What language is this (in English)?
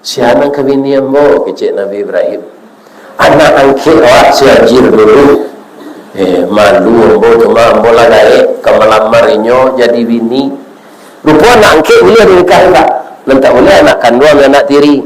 Minangkabau